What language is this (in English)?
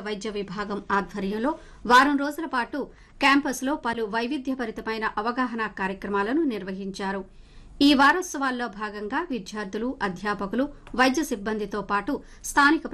Telugu